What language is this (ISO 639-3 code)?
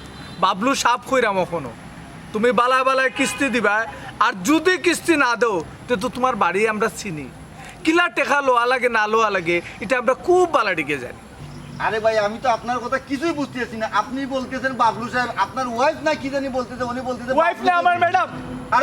syl